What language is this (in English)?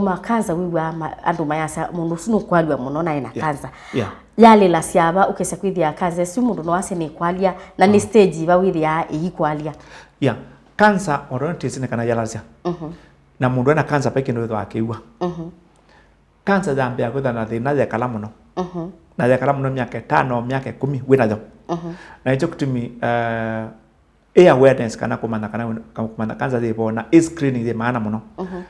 Kamba